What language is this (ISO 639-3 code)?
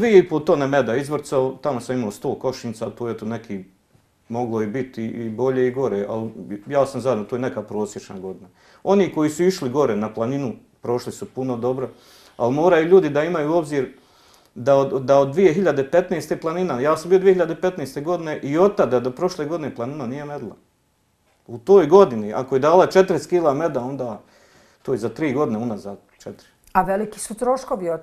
bos